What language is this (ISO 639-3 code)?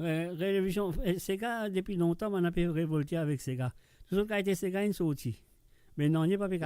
mfe